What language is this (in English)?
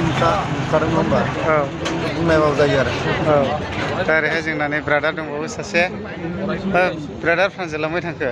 Bodo